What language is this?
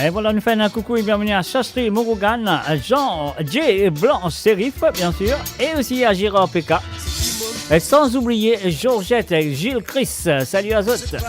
Morisyen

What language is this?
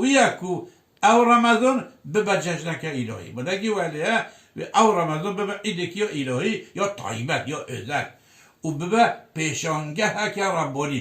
Kurdish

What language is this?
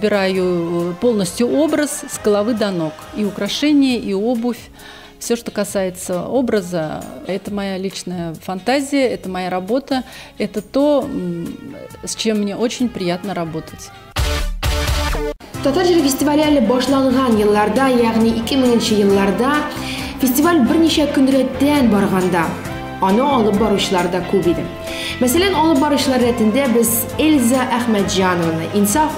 Tatar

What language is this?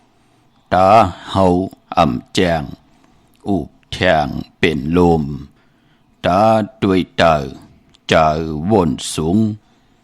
Shan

